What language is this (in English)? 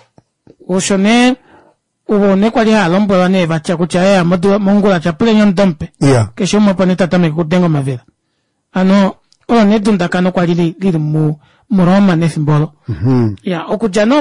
Kuanyama